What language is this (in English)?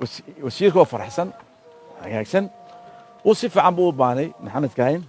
Somali